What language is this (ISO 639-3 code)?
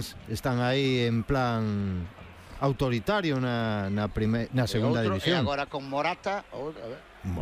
glg